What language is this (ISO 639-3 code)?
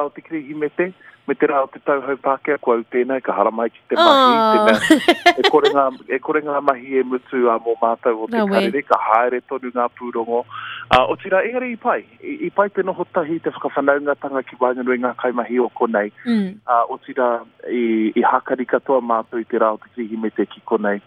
mri